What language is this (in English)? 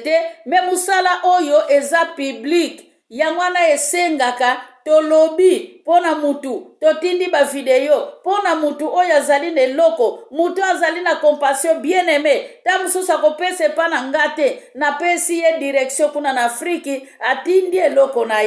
Lingala